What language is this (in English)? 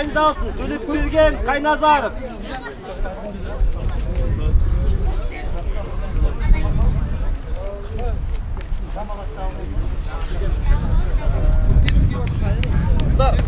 Kazakh